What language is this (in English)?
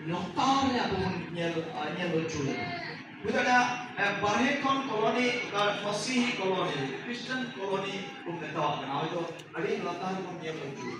Santali